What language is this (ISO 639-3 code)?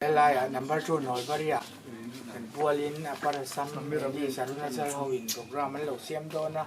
lus